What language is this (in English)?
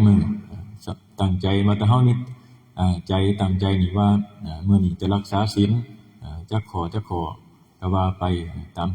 Northeastern Thai